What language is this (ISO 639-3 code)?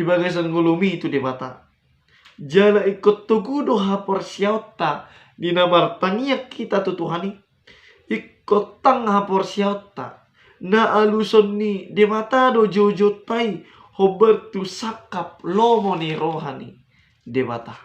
bbc